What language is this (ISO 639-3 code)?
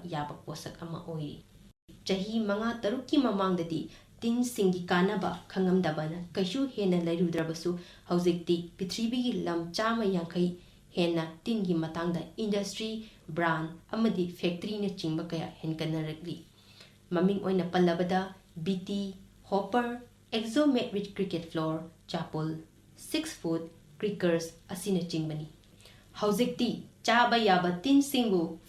mni